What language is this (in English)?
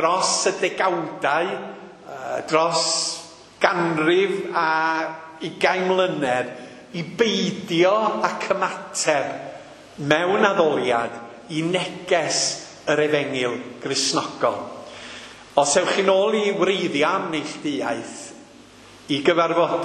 Welsh